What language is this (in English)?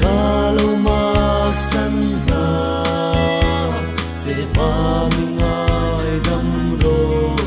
Hmar